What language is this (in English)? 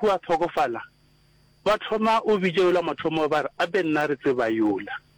Northern Sotho